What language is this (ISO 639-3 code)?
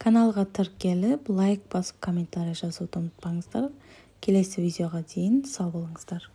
kaz